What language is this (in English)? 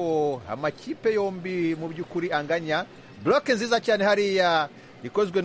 Kinyarwanda